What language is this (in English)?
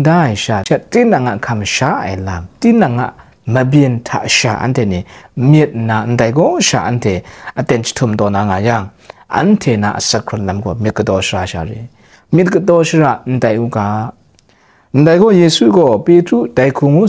Kachin